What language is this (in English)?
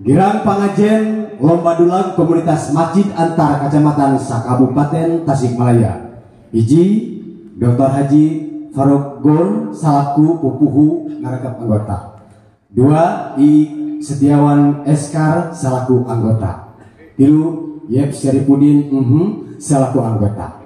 Sundanese